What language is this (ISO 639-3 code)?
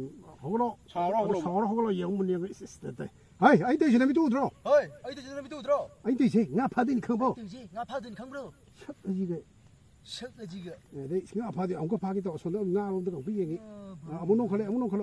mni